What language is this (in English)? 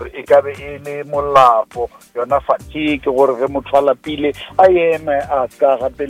Northern Sotho